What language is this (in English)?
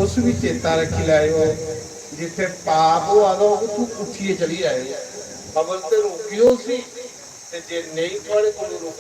Dogri